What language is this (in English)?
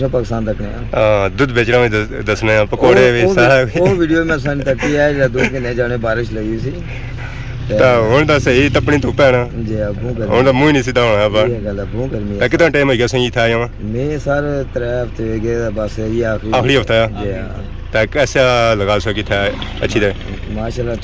Pahari-Potwari